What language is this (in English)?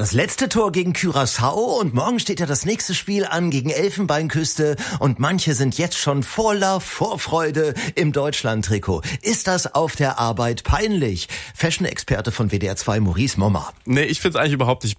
German